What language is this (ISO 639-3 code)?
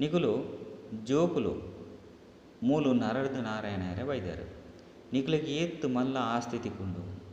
tcy